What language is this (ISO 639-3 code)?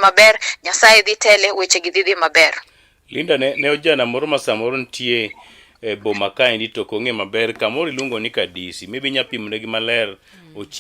luo